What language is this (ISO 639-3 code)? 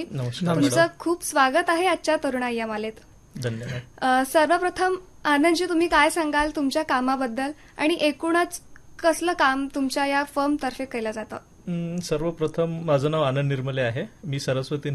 mar